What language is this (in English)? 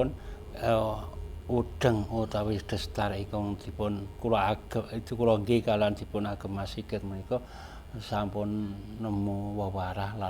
Javanese